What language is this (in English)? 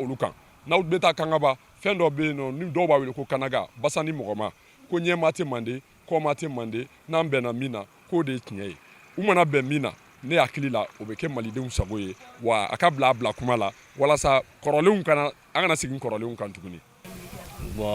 Bambara